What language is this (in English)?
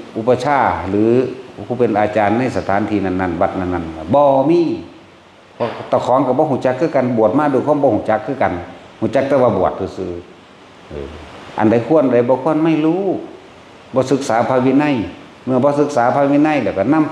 Northeastern Thai